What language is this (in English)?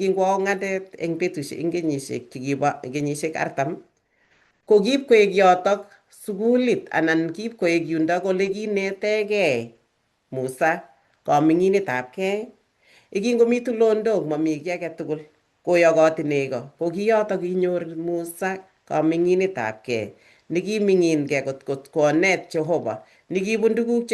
Kalenjin